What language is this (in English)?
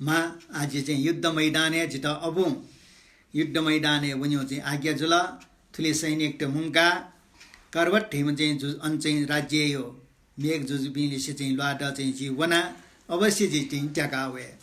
Newari